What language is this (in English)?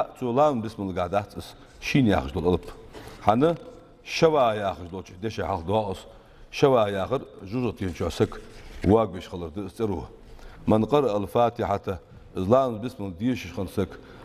Ingush